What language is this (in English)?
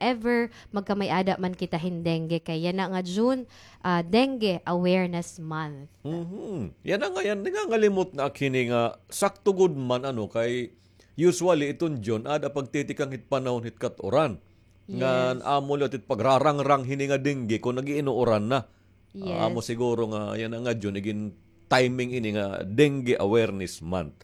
Waray